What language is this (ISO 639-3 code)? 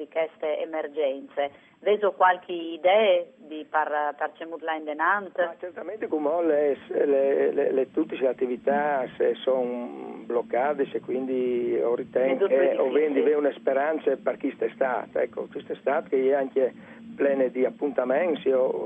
fur